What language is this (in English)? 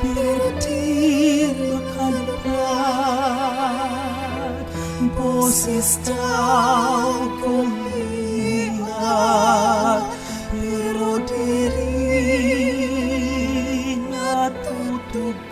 Waray